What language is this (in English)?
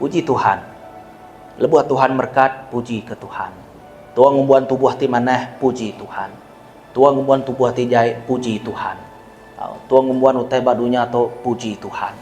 Iban